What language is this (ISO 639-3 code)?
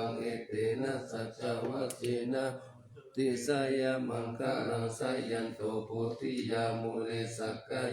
pli